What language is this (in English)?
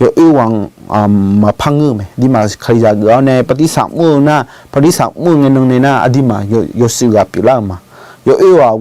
Akha